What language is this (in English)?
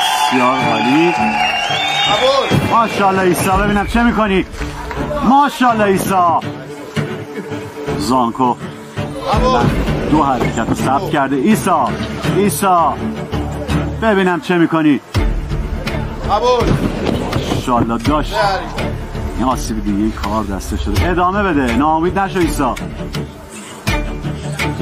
Persian